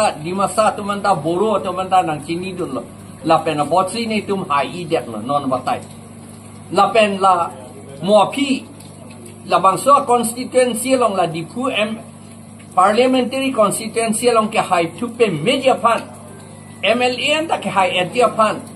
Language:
Karbi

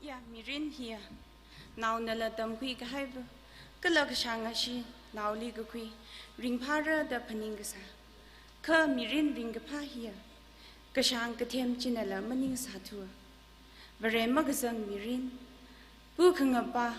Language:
Tangkhul Naga (India)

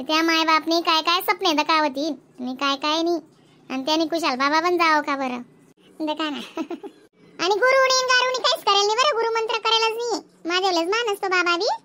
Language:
Khandesi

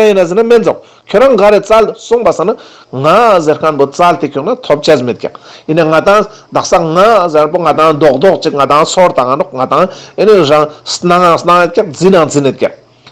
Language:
Ladakhi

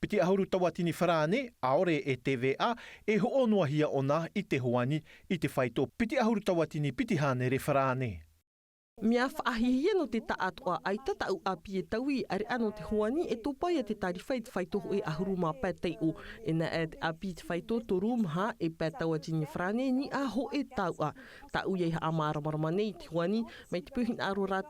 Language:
Tahitian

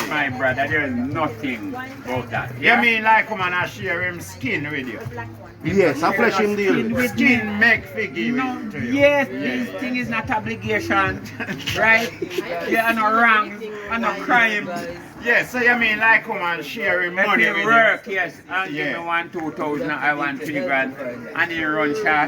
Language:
Jamaican Creole English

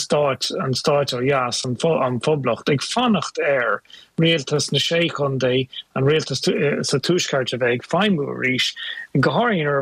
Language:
Irish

